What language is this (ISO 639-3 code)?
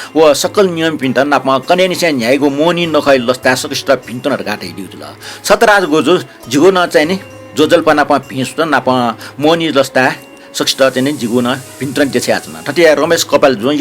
new